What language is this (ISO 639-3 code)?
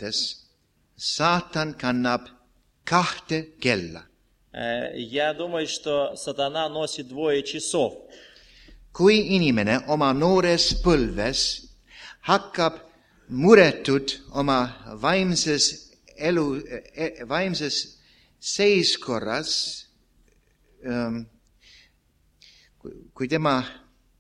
est